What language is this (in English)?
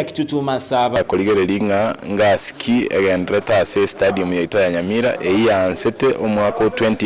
Gusii